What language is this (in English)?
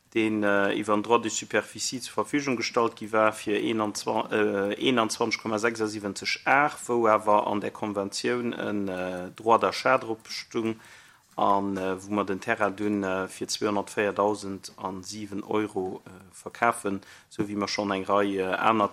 Luxembourgish